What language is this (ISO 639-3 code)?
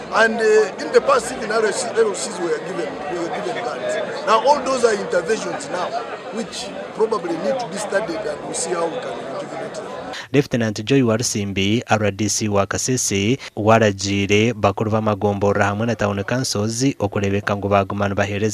nyn